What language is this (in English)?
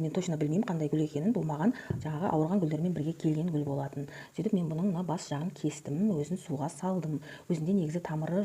Kazakh